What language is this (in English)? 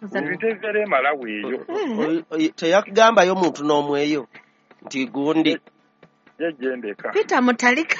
Ganda